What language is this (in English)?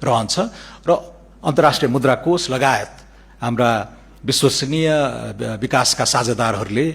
Nepali